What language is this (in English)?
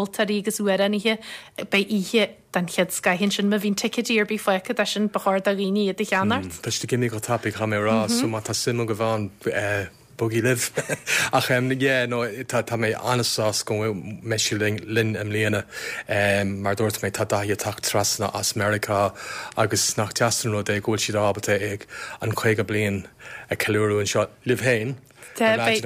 Irish